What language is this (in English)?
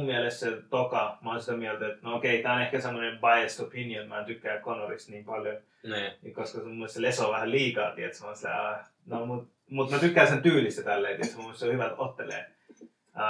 Finnish